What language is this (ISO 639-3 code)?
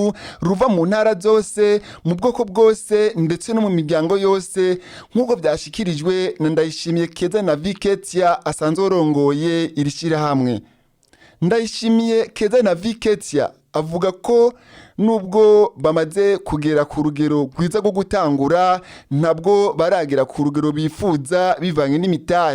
run